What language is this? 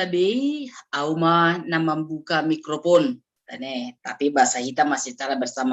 Batak Simalungun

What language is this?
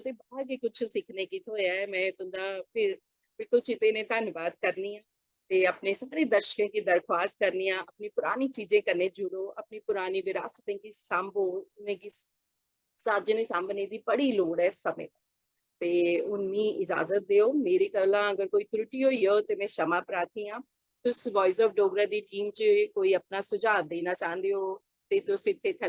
Dogri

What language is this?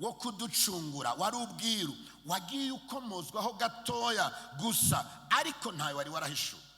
Kinyarwanda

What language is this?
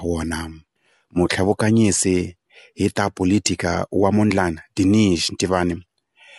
Tsonga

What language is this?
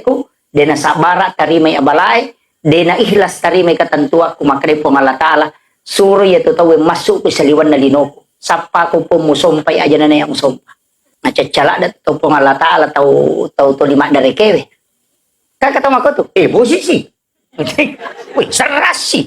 Buginese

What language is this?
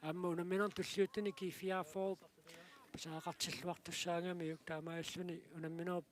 Kalaallisut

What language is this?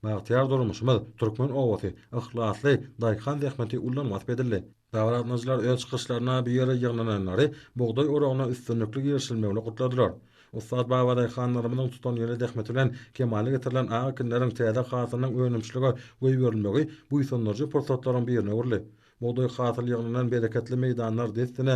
Turkmen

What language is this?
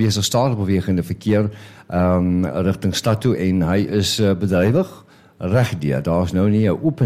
Afrikaans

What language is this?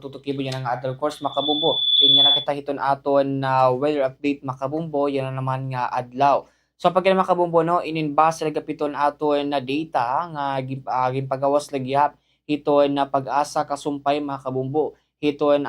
Waray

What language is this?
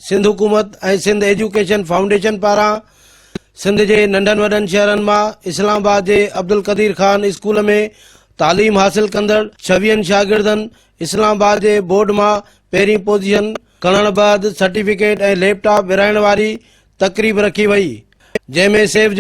Sindhi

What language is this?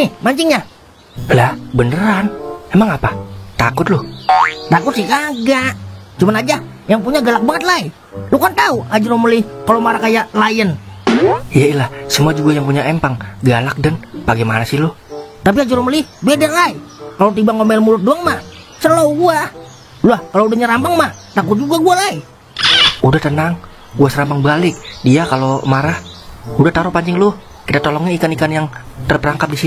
Betawi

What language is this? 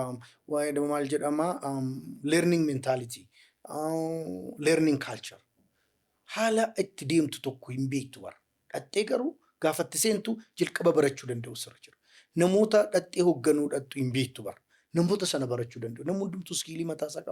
Oromo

